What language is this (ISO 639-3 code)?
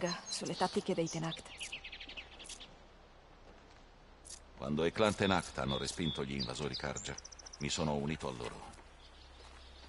ita